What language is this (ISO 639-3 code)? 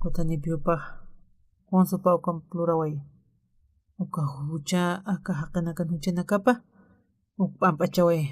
aym